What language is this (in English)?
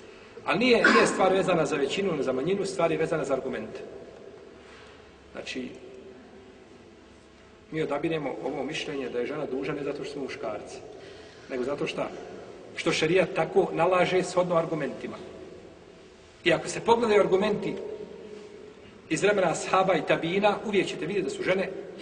Bosnian